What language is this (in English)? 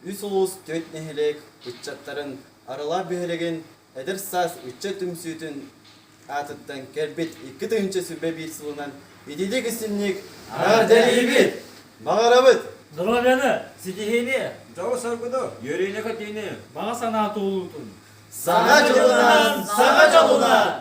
Yakut